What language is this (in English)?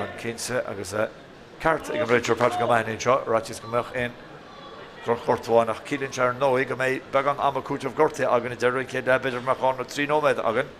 Irish